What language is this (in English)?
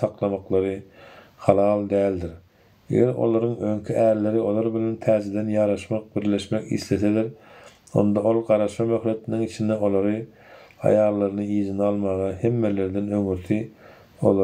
Turkmen